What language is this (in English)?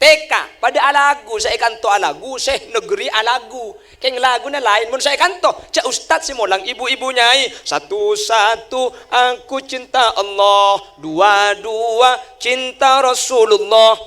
Madurese